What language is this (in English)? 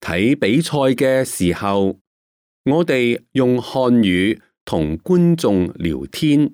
Cantonese